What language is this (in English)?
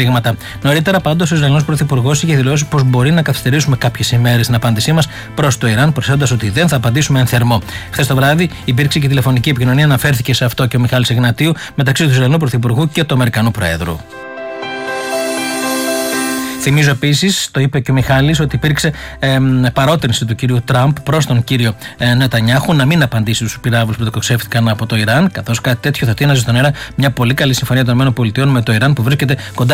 Greek